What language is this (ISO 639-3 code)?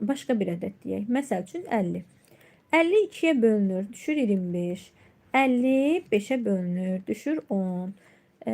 aze